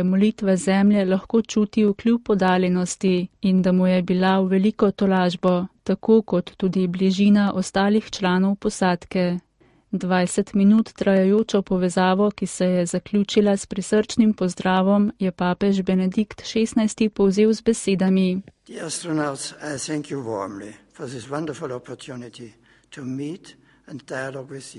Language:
Slovenian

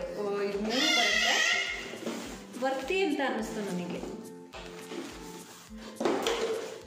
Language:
Kannada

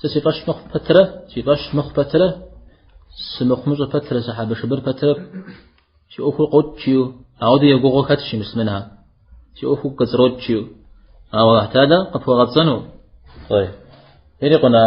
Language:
Kabardian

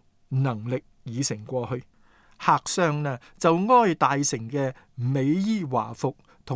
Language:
Cantonese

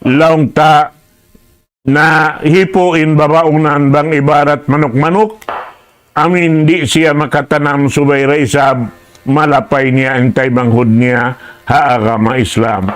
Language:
Tausug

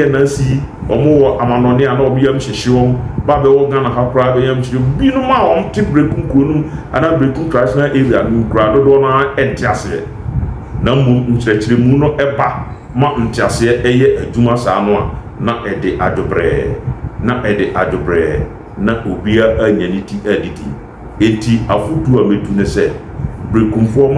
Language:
Akan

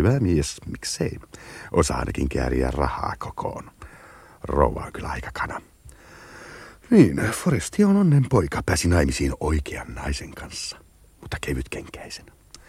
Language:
Finnish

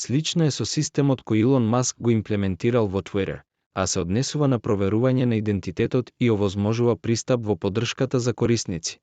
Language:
Macedonian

